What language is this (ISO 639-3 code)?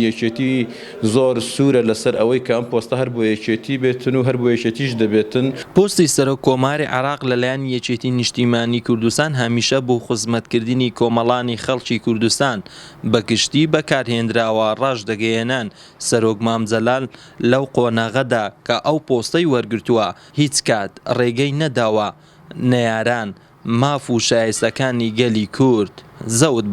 ckb